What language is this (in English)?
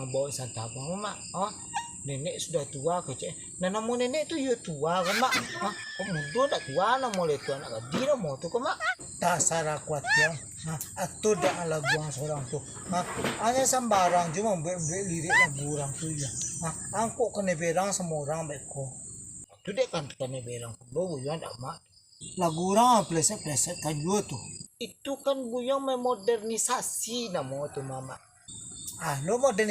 Minangkabau